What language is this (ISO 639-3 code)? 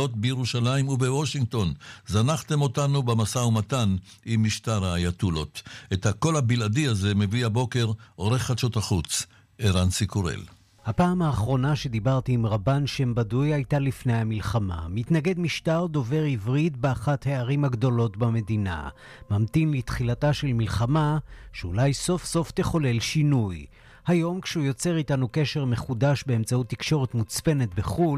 heb